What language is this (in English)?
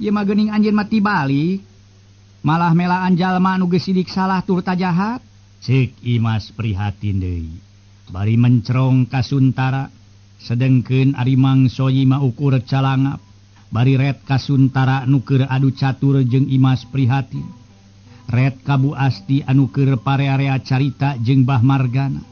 Sundanese